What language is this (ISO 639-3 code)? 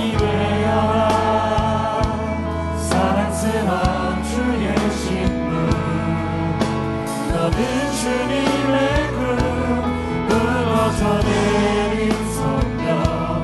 kor